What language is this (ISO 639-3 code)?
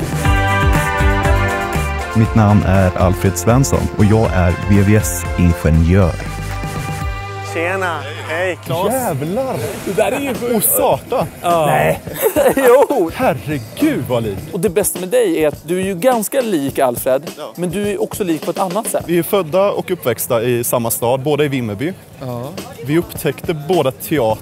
swe